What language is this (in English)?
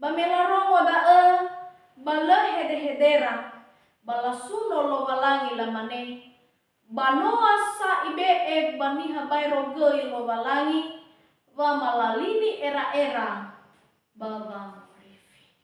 Nias